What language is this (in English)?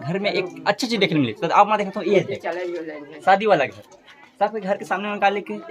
Chhattisgarhi